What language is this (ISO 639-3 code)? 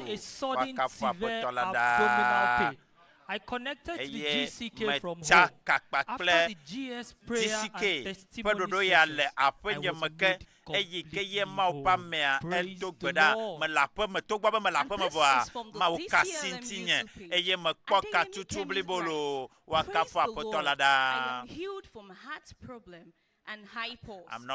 ewe